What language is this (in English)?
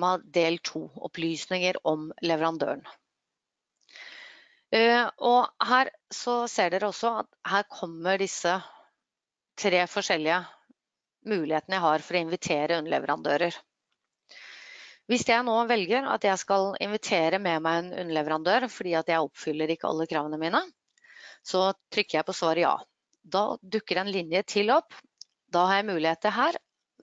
Norwegian